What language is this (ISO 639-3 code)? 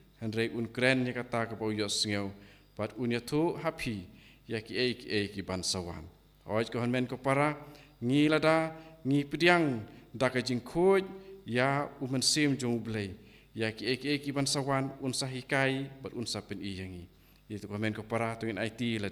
kha